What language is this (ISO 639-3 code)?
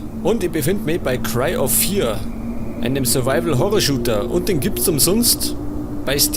bar